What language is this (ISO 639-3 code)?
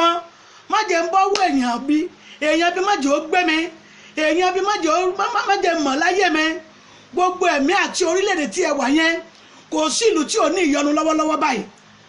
yor